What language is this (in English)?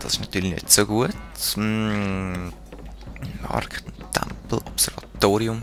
Swiss German